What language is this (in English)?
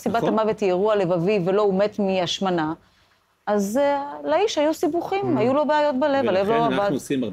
Hebrew